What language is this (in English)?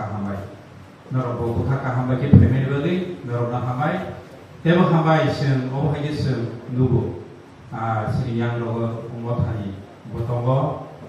Kok Borok